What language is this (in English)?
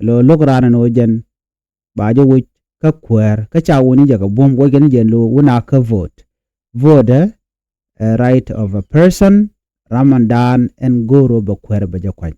Nuer